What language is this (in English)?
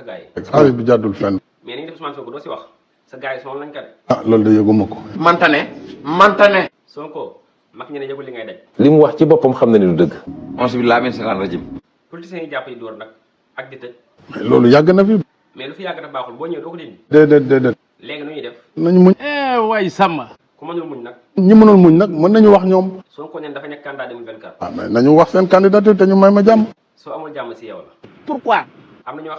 Wolof